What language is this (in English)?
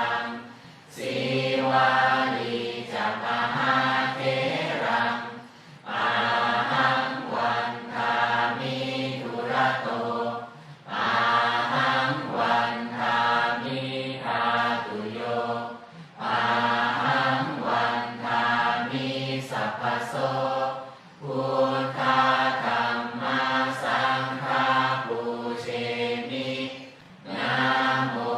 Pali